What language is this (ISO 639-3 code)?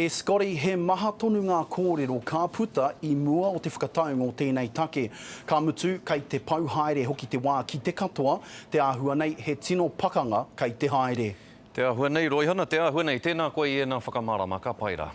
mri